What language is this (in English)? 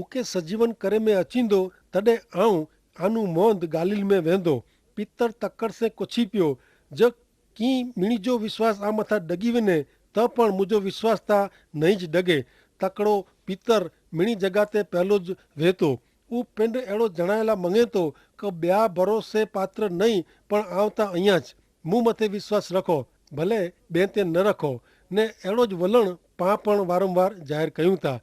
Kachhi